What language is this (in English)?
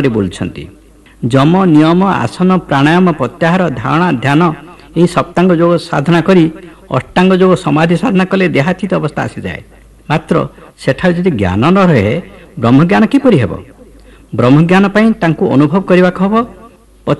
Odia